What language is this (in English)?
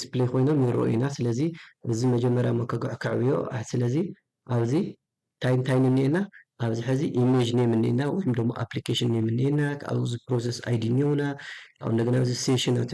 Tigrinya